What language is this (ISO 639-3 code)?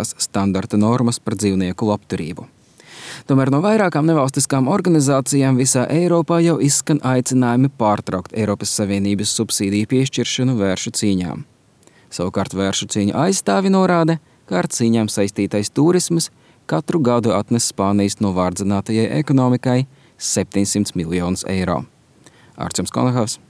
lav